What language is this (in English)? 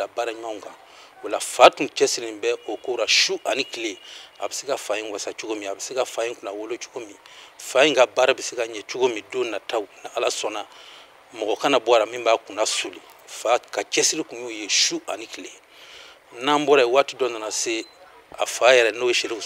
Bambara